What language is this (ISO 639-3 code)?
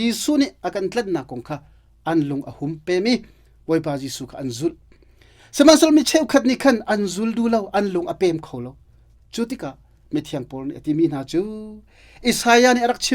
cnh